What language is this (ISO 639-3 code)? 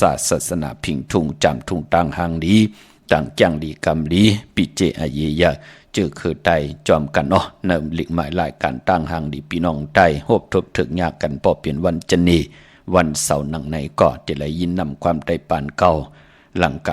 shn